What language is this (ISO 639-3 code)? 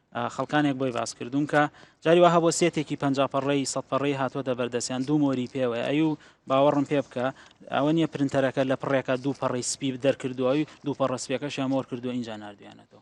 ckb